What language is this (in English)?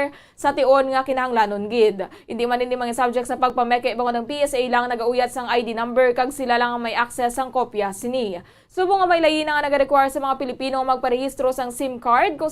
Hiligaynon